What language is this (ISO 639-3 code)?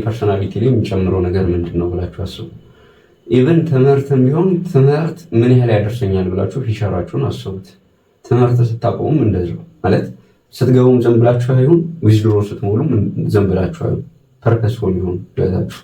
amh